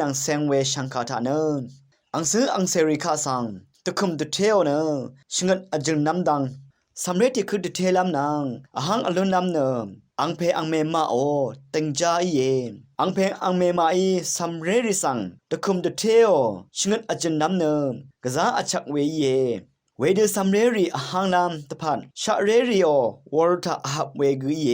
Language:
Rawang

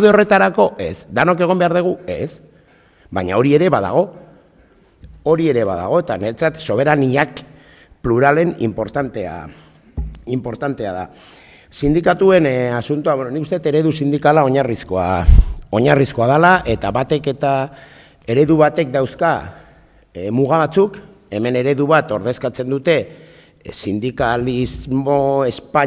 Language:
Basque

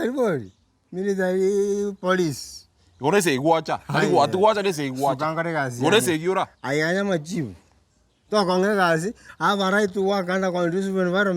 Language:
Gusii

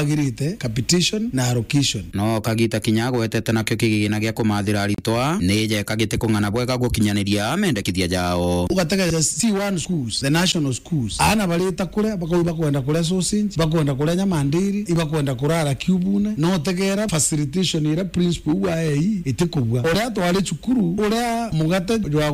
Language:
Meru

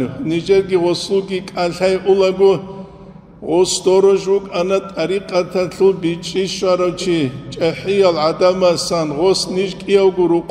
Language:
Avaric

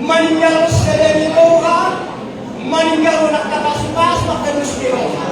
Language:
Batak Toba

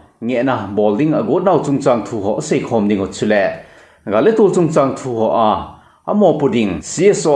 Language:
Thado Chin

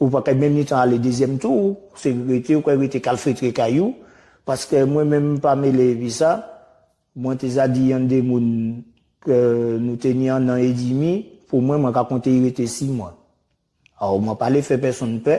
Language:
Guadeloupean Creole French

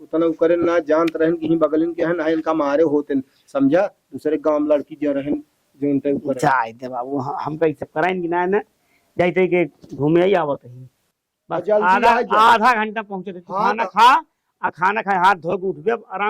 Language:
Awadhi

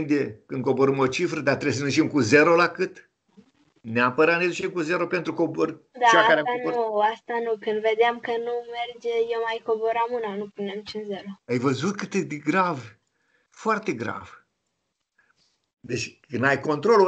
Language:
Romanian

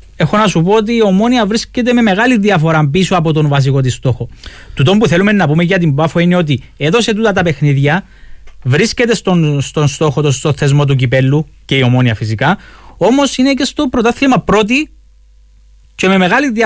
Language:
Greek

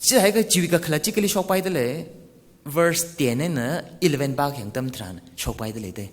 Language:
Tangkhul Naga (India)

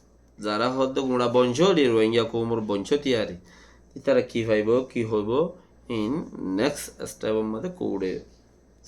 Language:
Rohingya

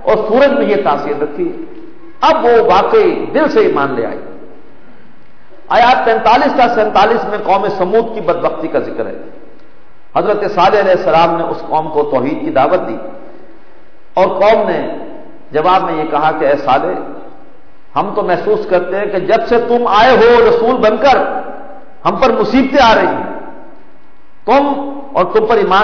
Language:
Urdu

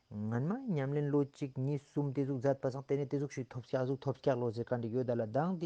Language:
Ladakhi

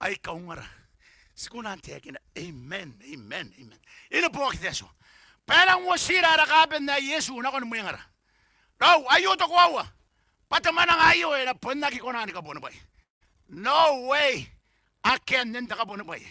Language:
Gilbertese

